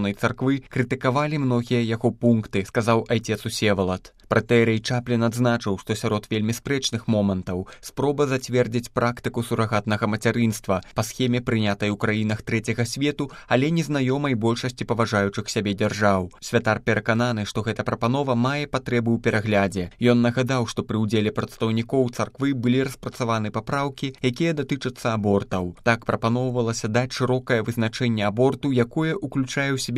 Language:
Belarusian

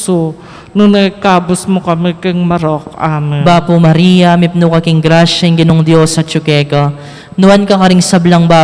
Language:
Pampanga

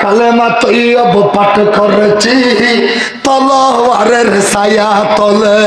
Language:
Rohingya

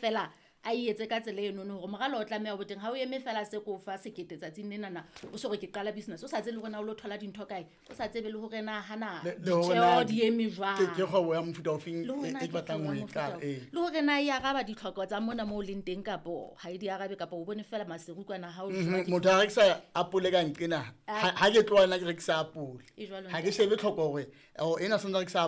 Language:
Southern Sotho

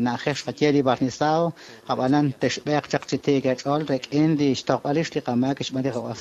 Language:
Kekchí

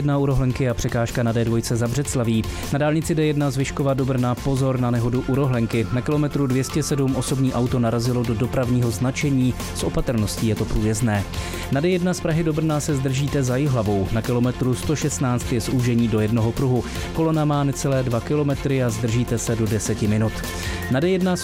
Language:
Czech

